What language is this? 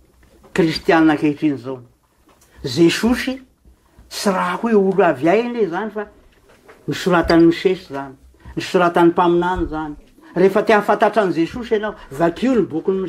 Malagasy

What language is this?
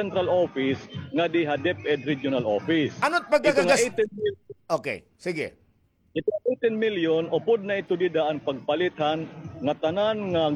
Waray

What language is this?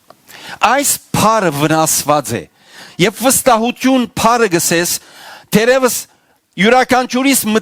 Western Armenian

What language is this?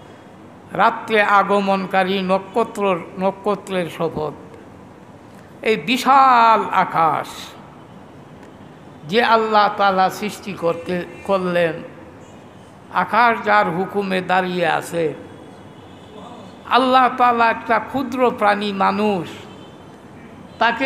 Bangla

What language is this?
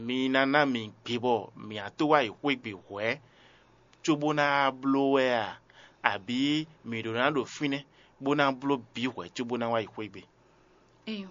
Fon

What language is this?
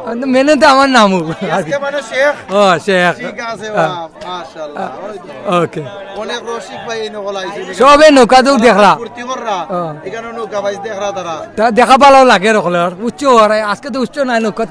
Sylheti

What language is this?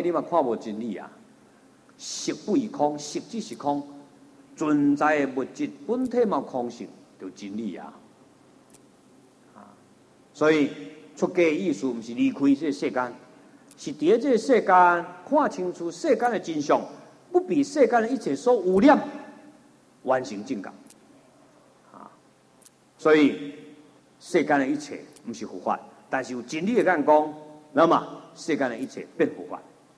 Chinese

